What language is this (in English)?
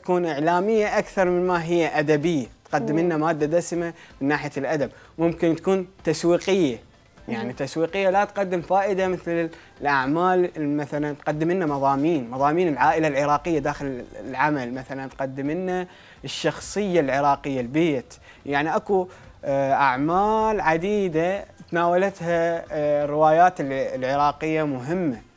Mesopotamian Arabic